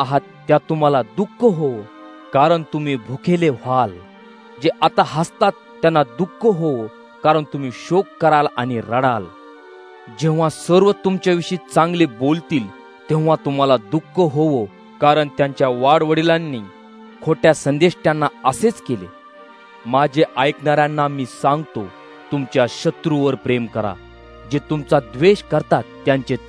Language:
Marathi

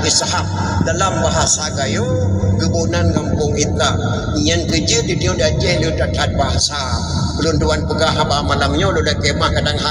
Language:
Achinese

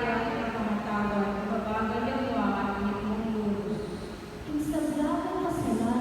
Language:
Pampanga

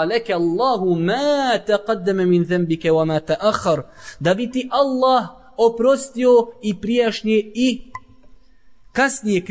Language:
Bosnian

